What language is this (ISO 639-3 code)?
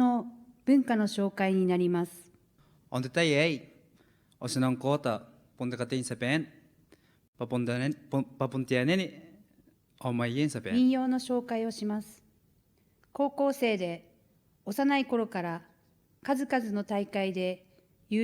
gil